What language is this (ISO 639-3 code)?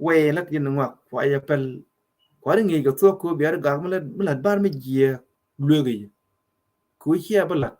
nus